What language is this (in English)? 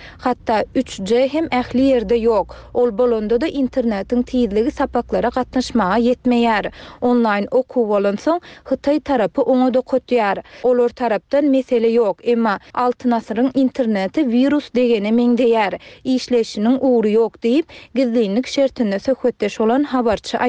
Turkmen